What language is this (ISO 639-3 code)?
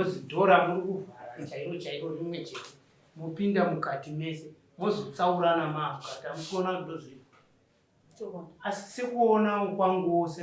sna